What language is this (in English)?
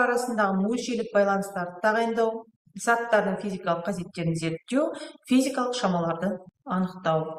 Kazakh